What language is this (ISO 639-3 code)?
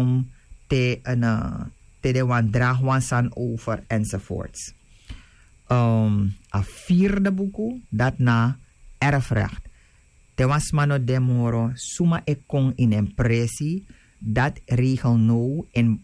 srn